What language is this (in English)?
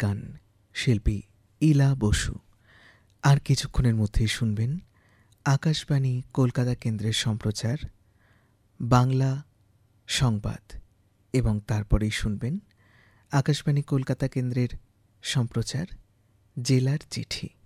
Bangla